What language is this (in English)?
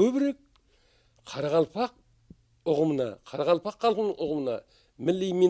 Kara-Kalpak